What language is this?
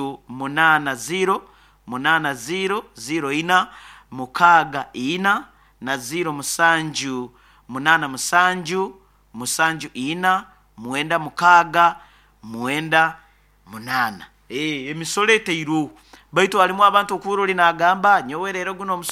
Nyankole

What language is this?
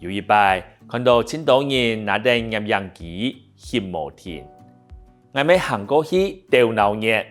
Hakka Chinese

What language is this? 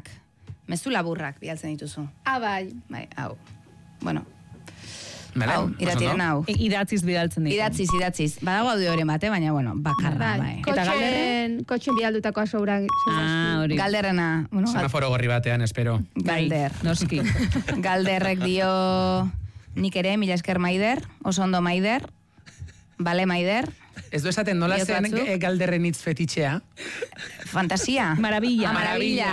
Basque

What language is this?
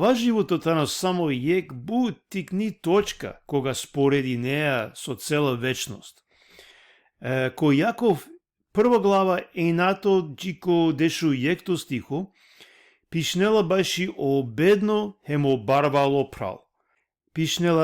Balkan Romani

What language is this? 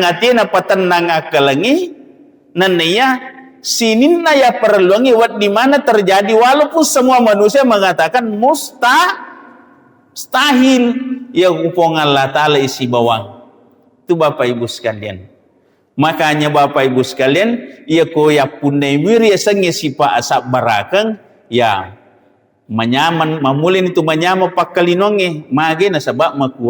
Buginese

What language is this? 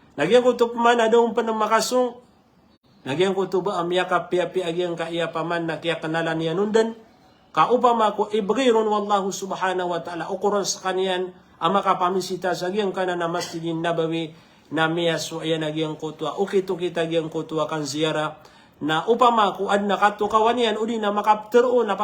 Maranao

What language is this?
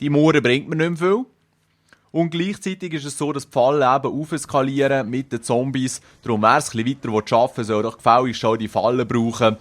Swiss German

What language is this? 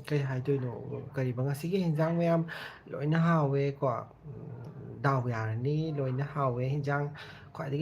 Manipuri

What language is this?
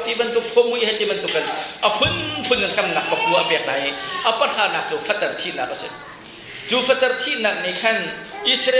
Hakha Chin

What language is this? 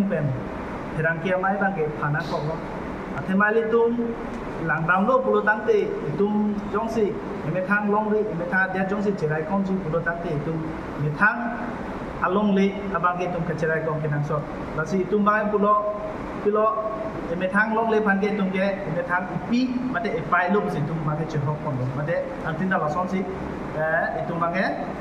Karbi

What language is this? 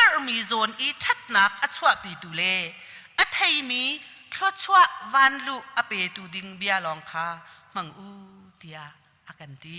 Hakha Chin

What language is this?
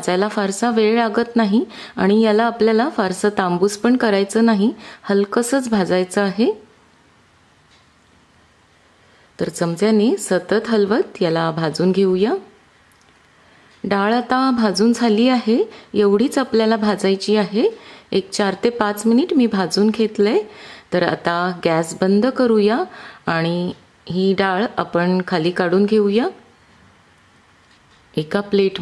Marathi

